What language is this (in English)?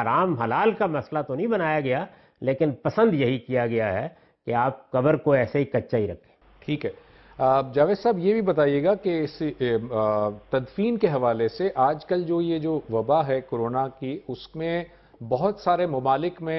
Urdu